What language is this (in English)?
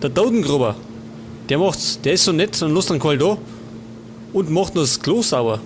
Bavarian